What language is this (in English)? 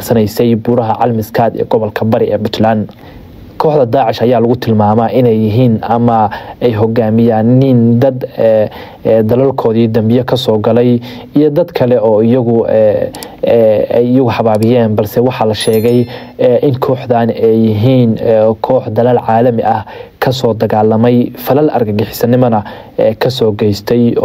Somali